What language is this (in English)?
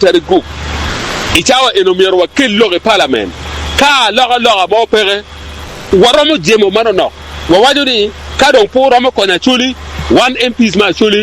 Acoli